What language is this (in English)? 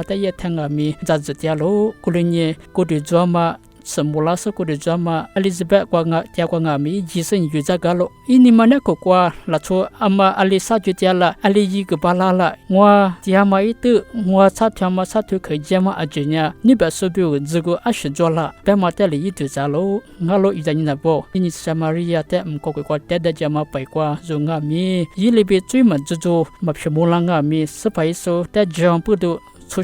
Lisu